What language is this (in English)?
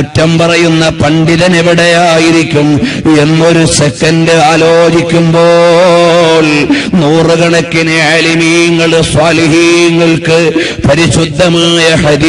Malayalam